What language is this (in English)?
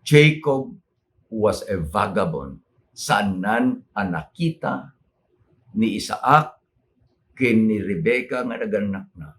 Iloko